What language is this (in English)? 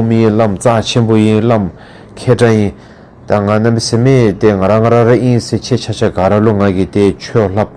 Dzongkha